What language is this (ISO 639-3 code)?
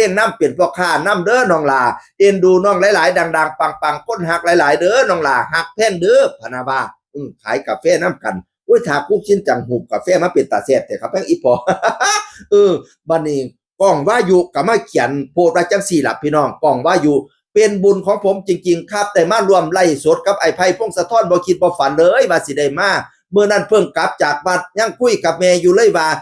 tts